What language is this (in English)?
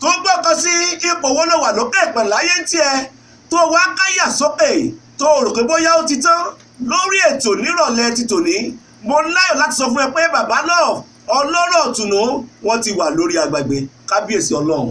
Yoruba